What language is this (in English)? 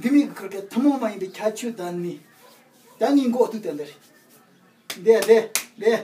Tibetan